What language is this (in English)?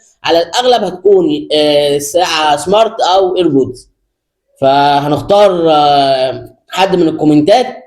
Egyptian Arabic